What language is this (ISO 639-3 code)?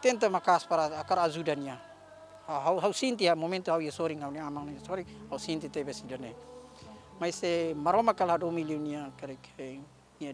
tet